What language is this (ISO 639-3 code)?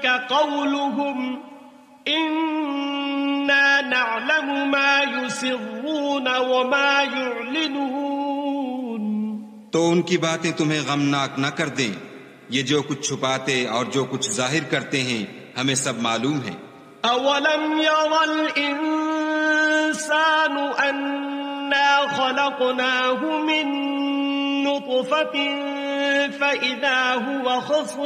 urd